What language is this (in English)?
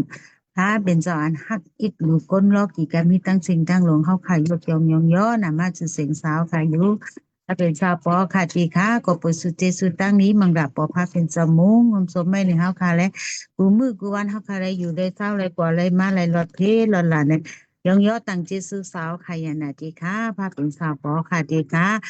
Shan